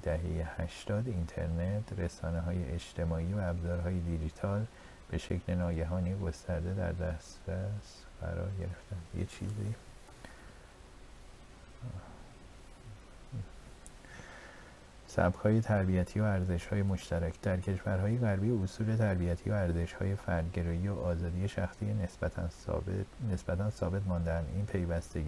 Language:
Persian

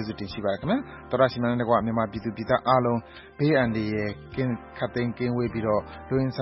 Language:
Burmese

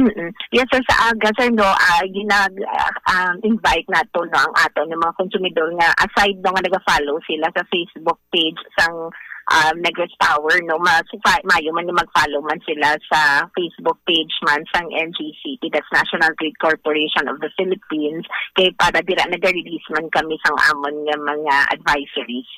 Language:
Hiligaynon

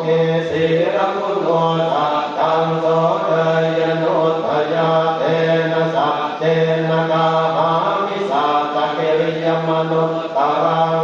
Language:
Pali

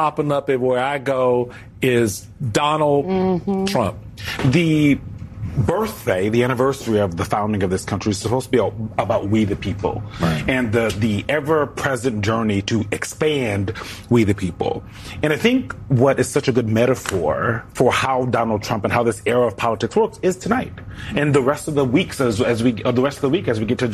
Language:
English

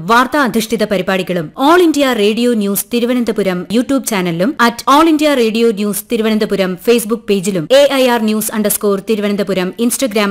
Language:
Malayalam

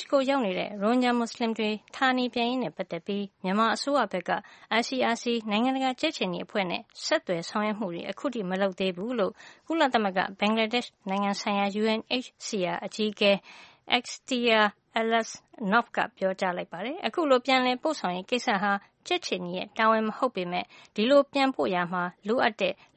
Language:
Burmese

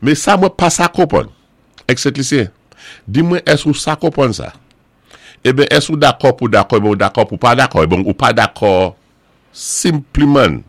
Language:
Saint Lucian Creole French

